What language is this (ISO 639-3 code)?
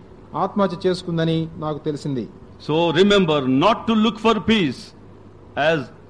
tel